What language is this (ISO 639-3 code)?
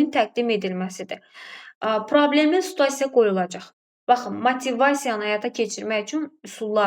aze